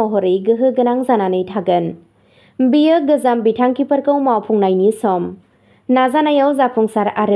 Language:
Bodo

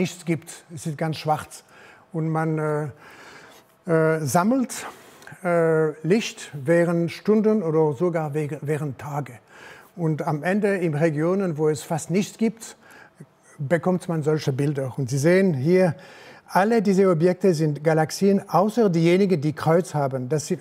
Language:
German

